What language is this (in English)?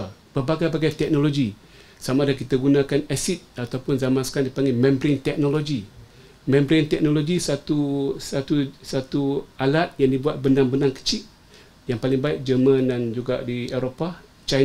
Malay